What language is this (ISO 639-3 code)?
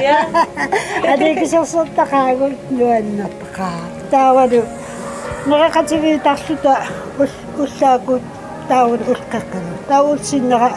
kal